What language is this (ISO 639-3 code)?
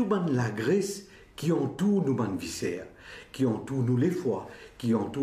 mfe